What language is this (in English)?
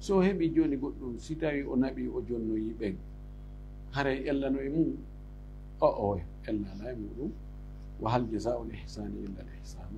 Fula